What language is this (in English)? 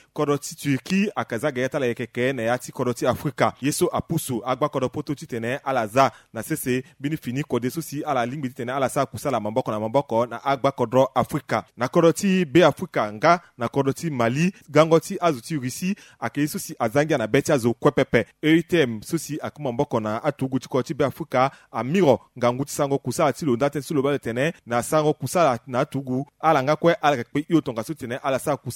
Sango